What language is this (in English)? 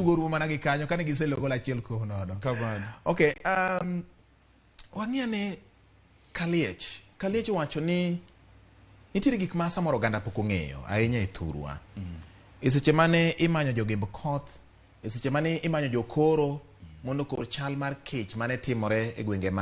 Luo (Kenya and Tanzania)